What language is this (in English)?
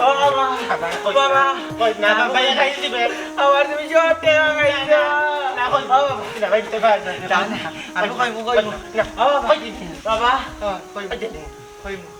Sylheti